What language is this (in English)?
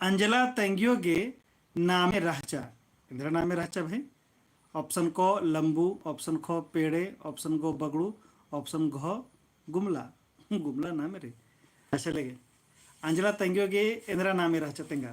Kurukh